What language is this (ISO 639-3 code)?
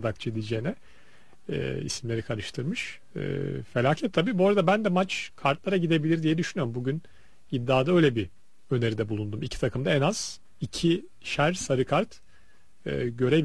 tur